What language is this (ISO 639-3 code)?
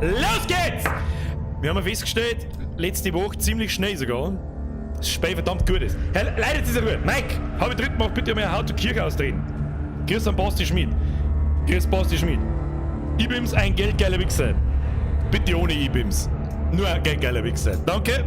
bar